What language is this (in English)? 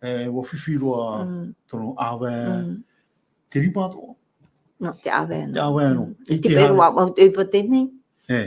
Tahitian